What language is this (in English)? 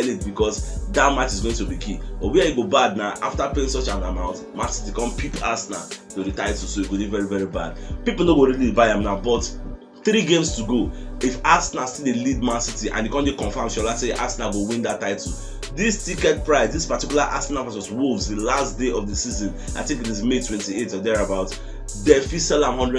Nigerian Pidgin